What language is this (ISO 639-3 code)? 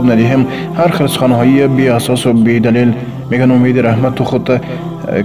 tgk